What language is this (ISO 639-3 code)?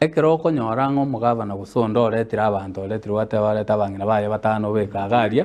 guz